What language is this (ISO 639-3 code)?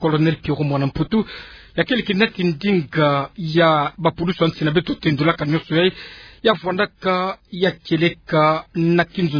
ktu